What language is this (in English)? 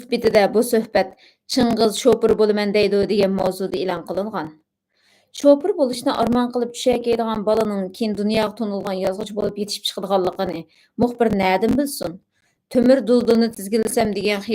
Uyghur